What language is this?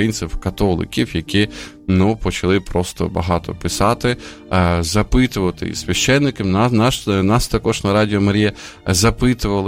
Ukrainian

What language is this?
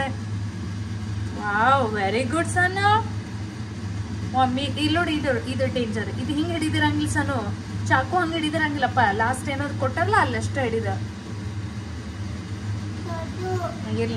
Kannada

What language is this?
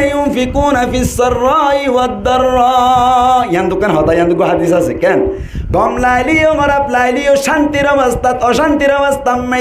Rohingya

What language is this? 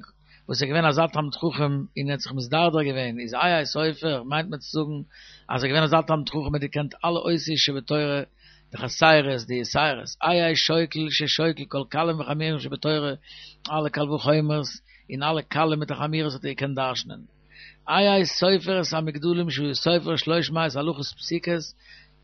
Yiddish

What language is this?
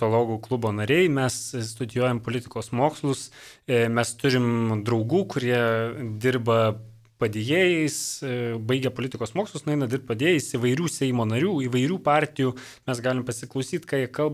Lithuanian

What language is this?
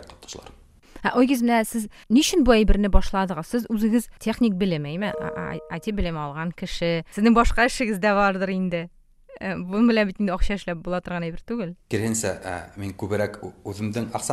Tatar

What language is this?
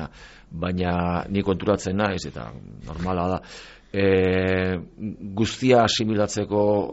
Basque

